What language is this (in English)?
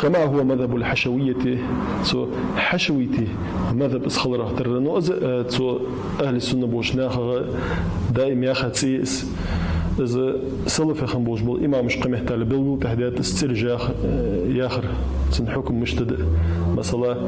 Ingush